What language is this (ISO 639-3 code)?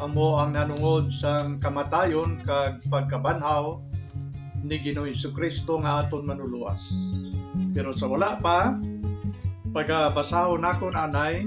hil